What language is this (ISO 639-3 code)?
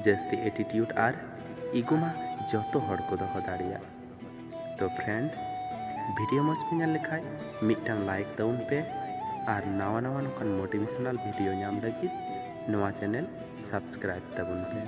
sat